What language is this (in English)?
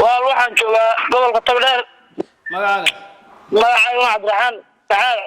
Somali